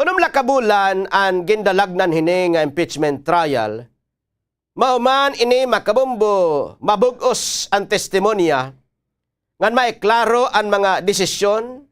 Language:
Waray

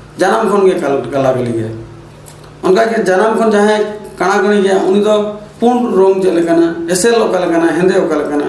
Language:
Santali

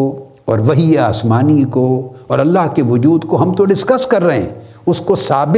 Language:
Urdu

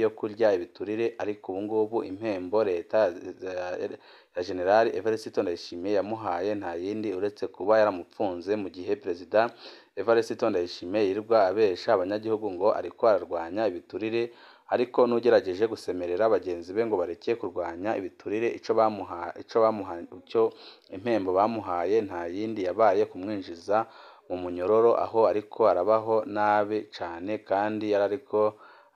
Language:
Rundi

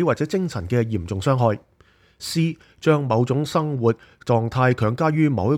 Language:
Cantonese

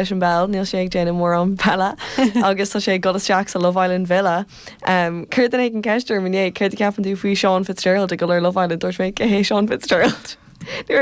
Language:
Irish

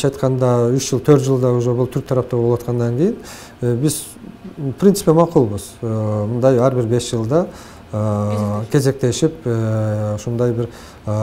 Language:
Kyrgyz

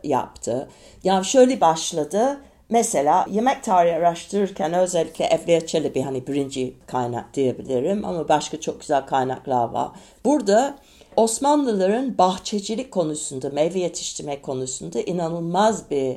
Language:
Turkish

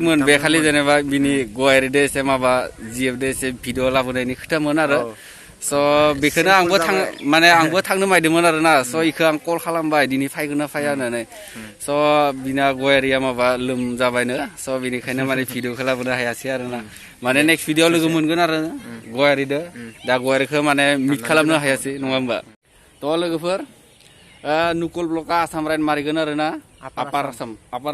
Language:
Bodo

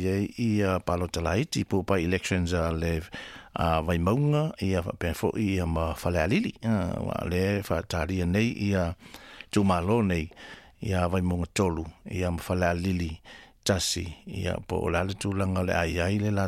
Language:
Samoan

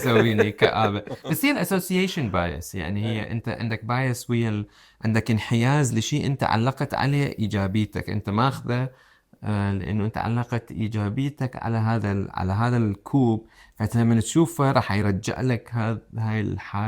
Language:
Mesopotamian Arabic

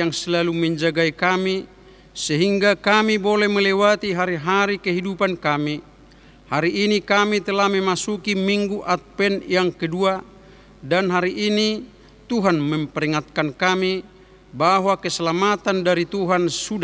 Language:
Indonesian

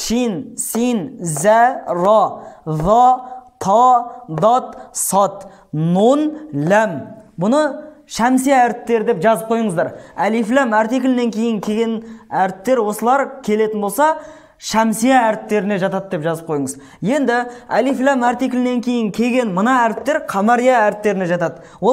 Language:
Kazakh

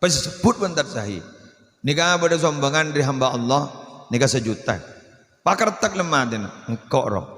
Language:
Madurese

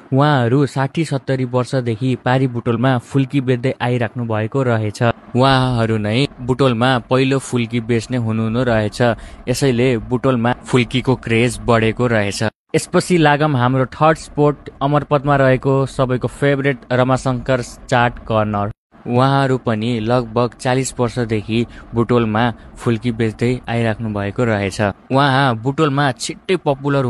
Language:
Nepali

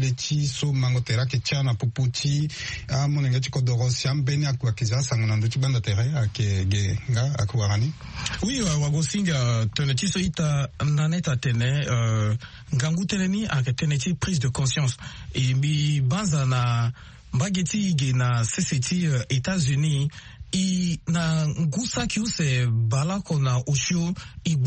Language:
Sango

